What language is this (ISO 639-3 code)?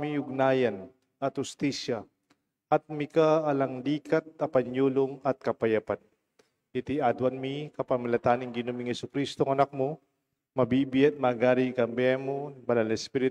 pam